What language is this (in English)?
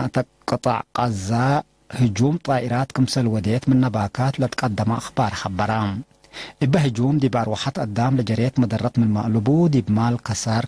Tigre